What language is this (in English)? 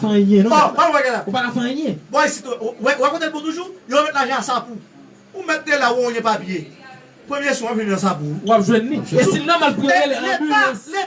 Haitian Creole